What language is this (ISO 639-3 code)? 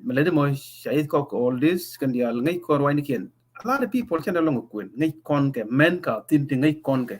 nus